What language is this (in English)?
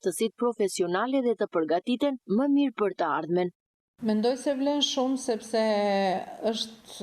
Albanian